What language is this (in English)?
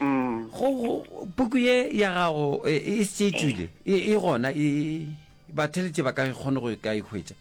Northern Sotho